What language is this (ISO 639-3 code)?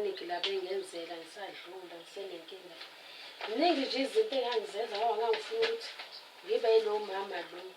zul